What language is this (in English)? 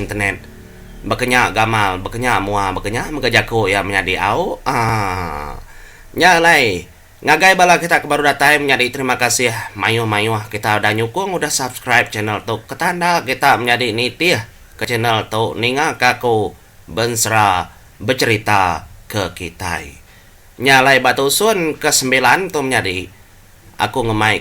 Iban